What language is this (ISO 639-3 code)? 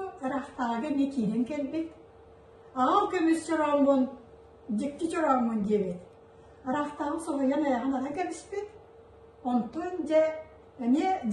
sah